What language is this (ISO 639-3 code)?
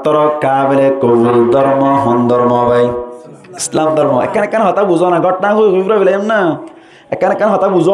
rhg